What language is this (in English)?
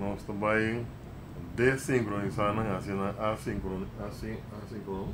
Papiamento